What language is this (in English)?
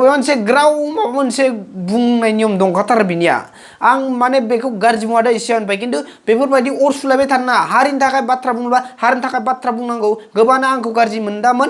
Bodo